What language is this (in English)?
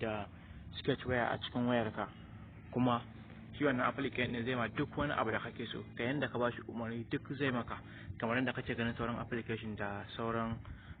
Hausa